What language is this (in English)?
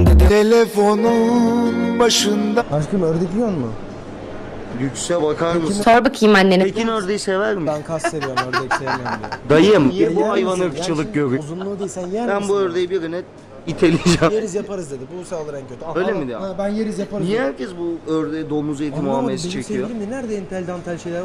Turkish